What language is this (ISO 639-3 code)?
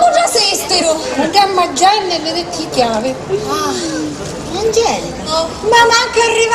scn